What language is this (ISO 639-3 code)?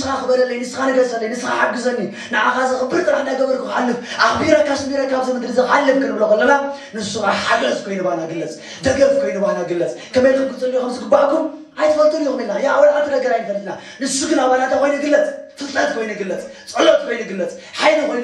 tir